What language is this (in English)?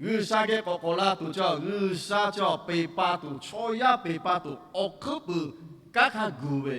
Lahu